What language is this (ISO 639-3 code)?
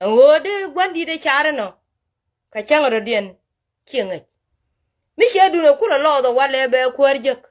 nus